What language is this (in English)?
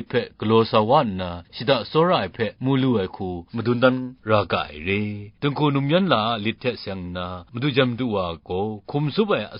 Kachin